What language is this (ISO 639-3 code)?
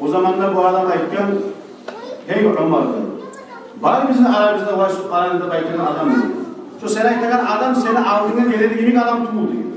kum